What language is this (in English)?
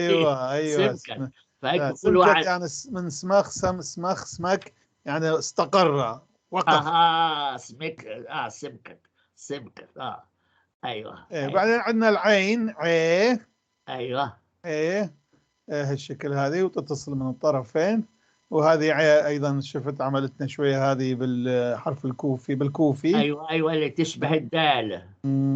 North Levantine Arabic